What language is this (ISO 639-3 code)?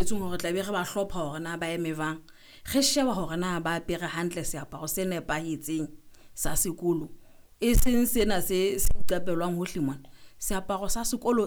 sot